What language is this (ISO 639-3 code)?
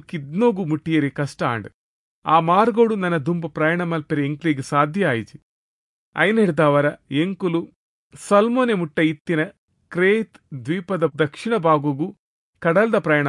tcy